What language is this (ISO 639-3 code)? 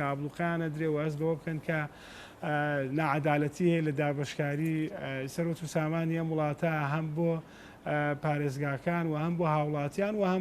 ckb